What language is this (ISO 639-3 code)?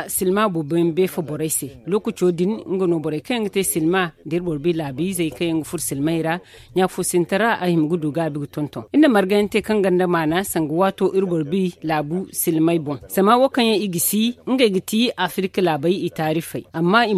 dje